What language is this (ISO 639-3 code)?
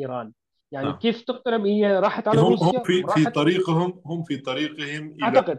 apc